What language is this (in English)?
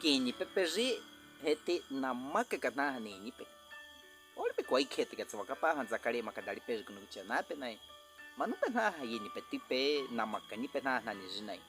Baniwa